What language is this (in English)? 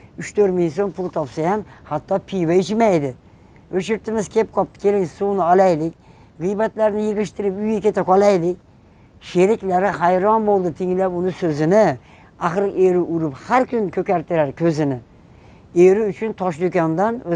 Uzbek